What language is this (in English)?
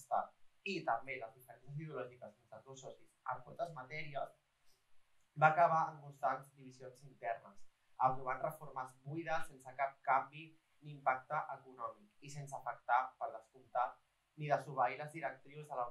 Catalan